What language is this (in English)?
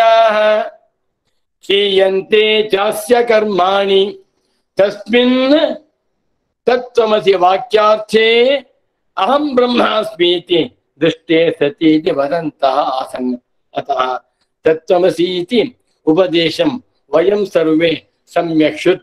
Sanskrit